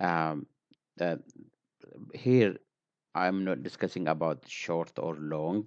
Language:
English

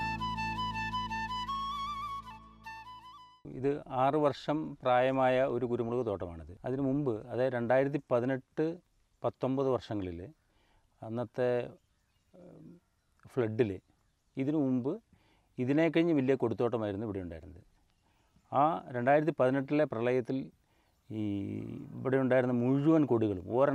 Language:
Malayalam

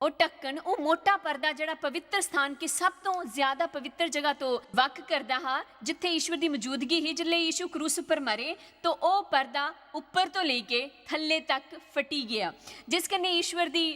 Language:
Dogri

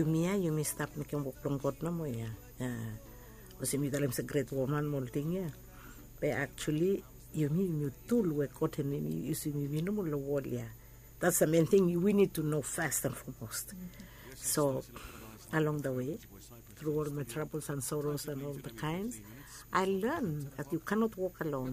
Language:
Bislama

